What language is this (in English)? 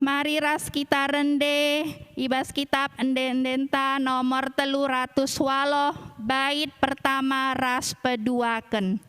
Batak Karo